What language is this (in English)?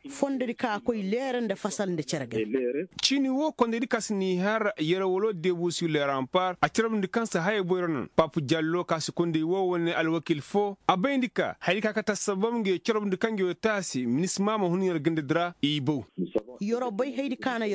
Koyraboro Senni